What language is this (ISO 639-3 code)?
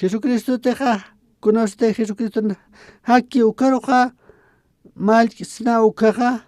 aym